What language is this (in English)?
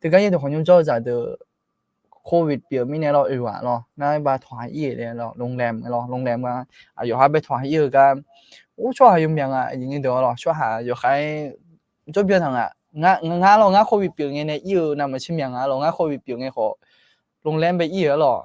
Akha